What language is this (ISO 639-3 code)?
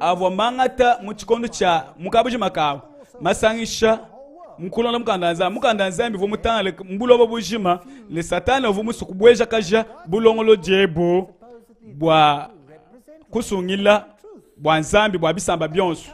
lua